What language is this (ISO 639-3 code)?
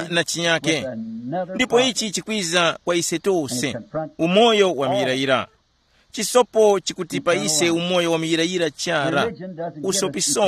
tum